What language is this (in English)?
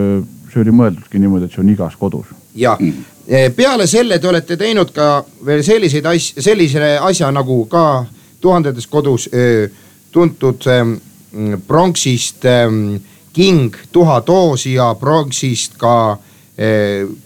Estonian